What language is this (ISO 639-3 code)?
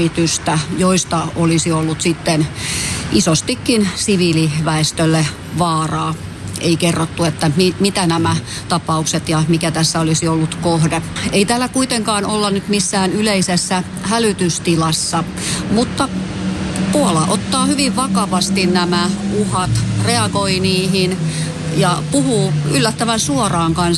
fin